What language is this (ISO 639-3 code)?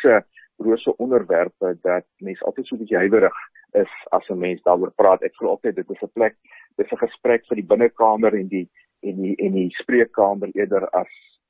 afr